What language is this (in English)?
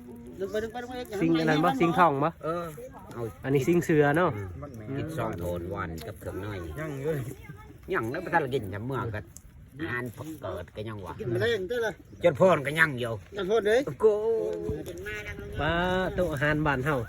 Lao